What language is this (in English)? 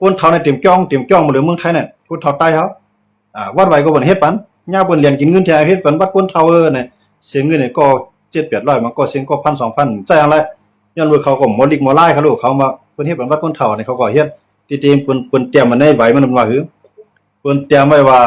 Shan